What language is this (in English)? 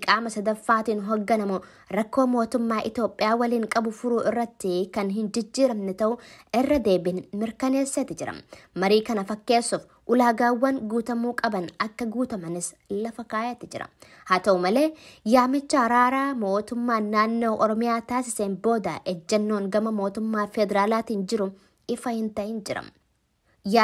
Oromo